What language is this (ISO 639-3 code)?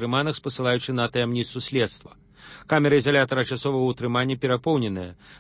bel